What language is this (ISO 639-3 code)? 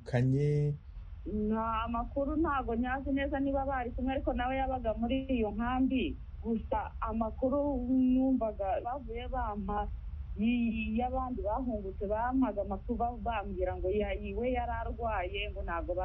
kin